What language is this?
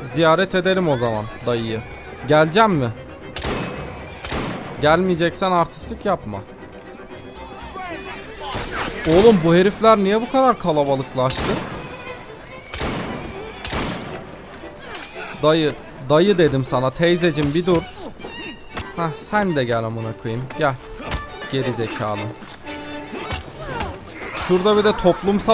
Turkish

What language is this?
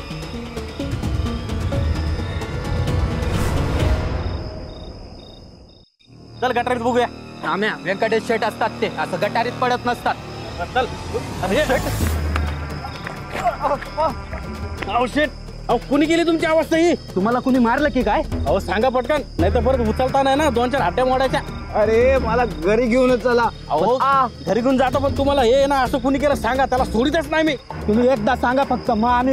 Marathi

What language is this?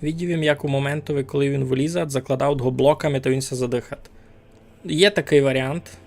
Rusyn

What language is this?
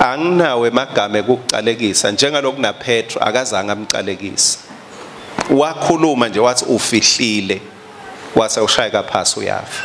Swati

